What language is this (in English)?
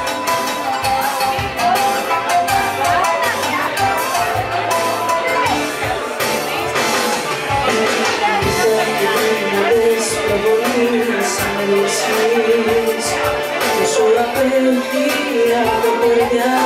Greek